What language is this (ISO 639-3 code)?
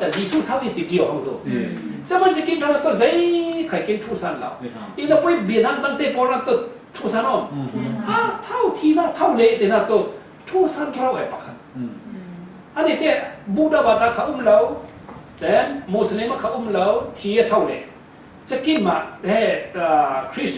cfm